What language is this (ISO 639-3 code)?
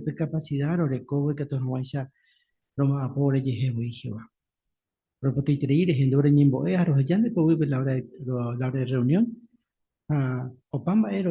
grn